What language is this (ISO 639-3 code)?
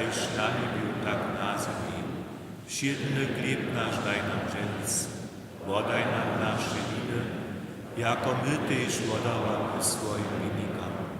hsb